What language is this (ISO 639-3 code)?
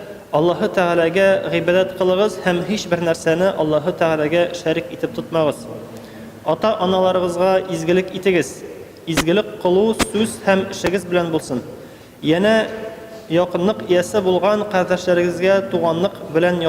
tat